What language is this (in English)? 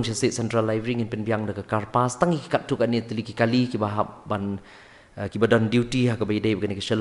Khasi